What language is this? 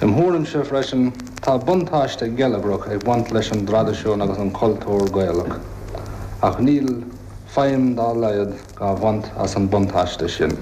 Irish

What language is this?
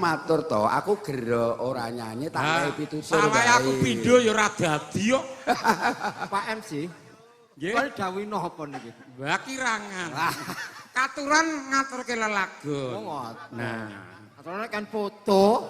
Javanese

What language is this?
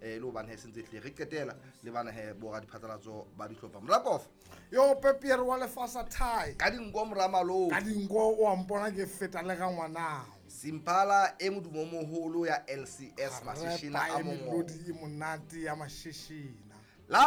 Southern Sotho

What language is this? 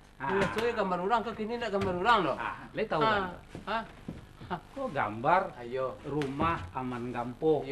Minangkabau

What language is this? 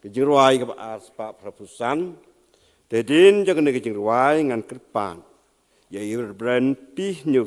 Khasi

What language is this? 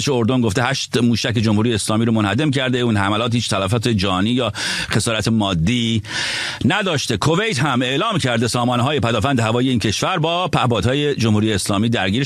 Persian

